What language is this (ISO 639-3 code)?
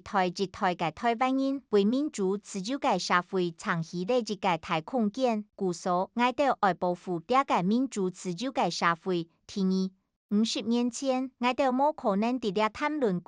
hak